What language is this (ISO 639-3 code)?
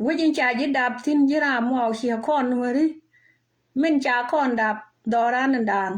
nus